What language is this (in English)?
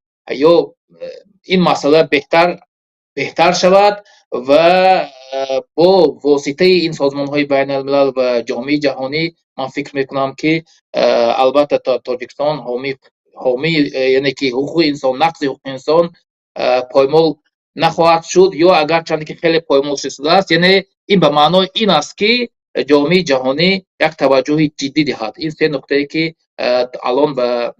Tajik